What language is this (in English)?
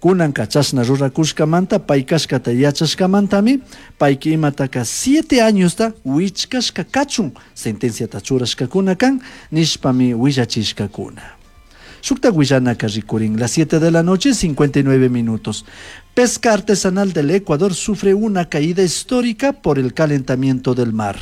Chimborazo Highland Quichua